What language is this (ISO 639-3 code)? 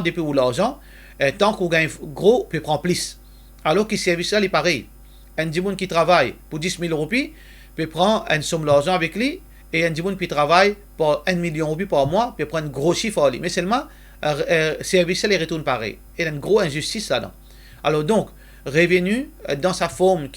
mfe